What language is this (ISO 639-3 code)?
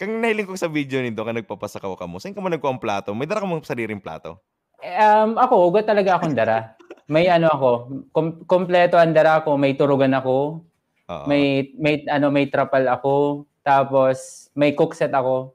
bik